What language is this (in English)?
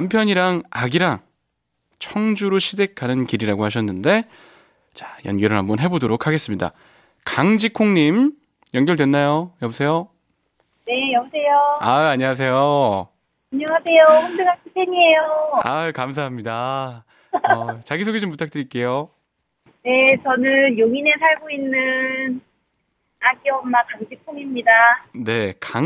Korean